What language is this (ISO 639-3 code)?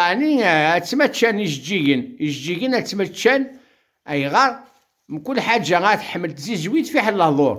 kab